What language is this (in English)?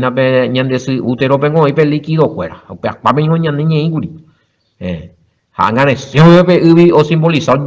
Guarani